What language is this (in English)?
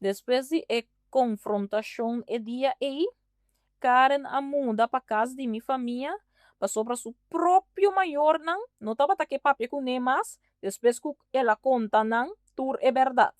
Papiamento